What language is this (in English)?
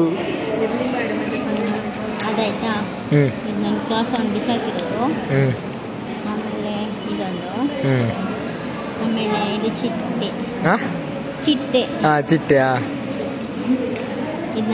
Kannada